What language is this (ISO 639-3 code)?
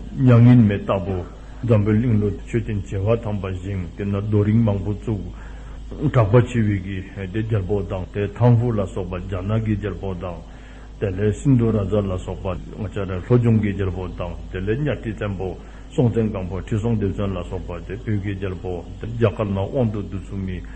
dzo